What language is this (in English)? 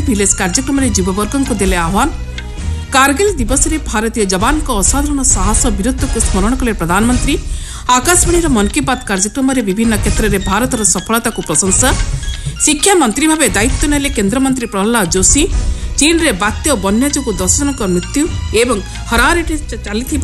Odia